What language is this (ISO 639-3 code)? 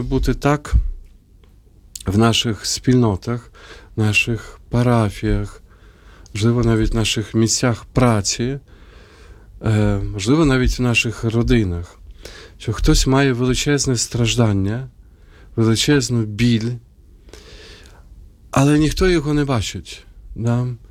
ukr